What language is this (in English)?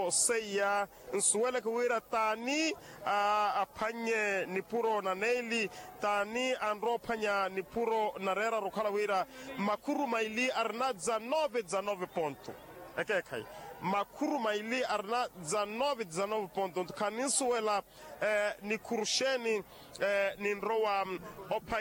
Makhuwa